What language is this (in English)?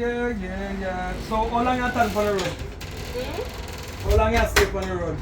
Jamaican Creole English